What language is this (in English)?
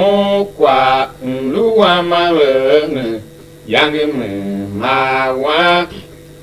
Tiv